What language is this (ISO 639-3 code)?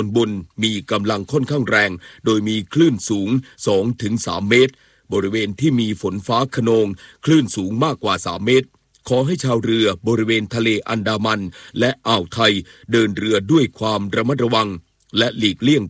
tha